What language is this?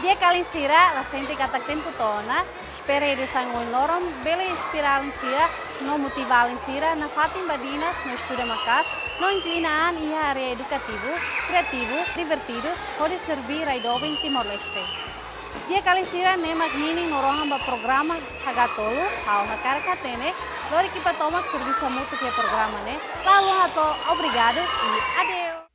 Tetum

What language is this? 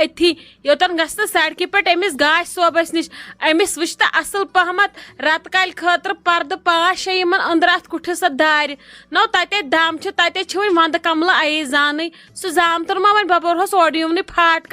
Kashmiri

